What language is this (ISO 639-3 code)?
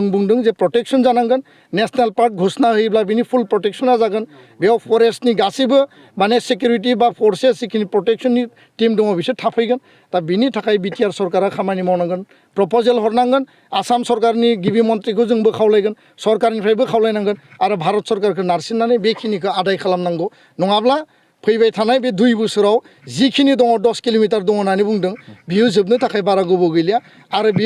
brx